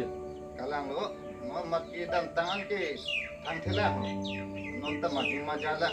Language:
Karbi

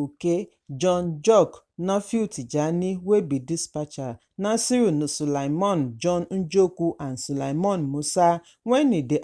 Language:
Nigerian Pidgin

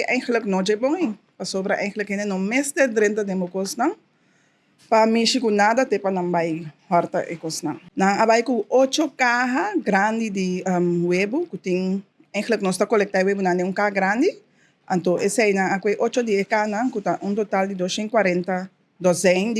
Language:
Papiamento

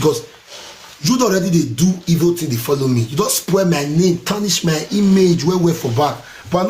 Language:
Nigerian Pidgin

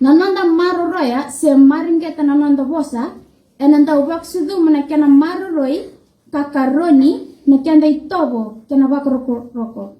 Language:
Fijian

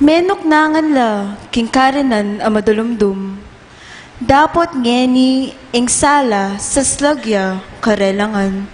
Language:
Pampanga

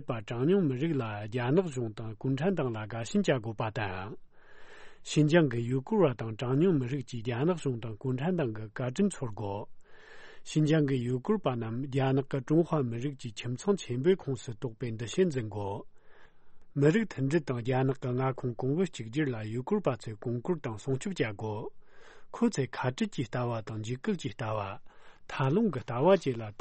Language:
Tibetan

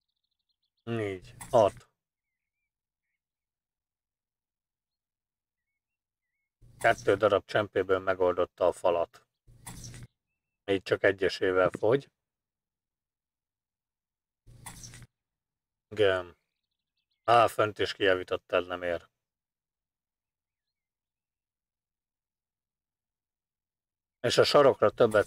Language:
Hungarian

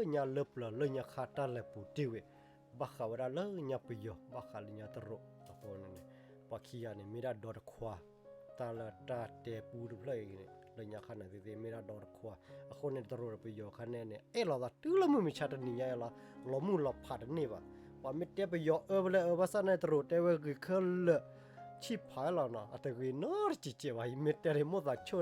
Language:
S'gaw Karen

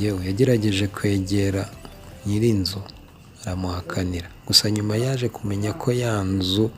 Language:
Kinyarwanda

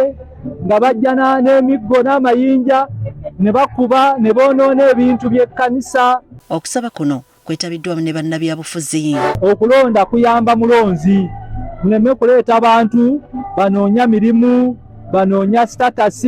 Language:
Ganda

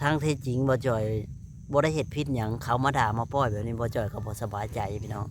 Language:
Lao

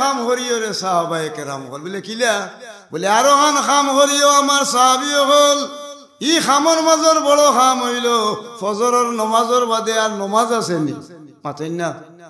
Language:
Sylheti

